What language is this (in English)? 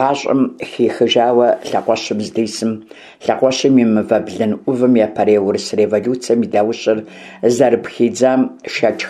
Kabardian